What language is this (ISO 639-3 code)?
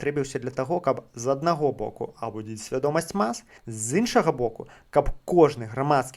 bel